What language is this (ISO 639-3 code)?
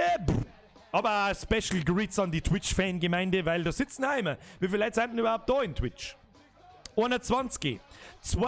bar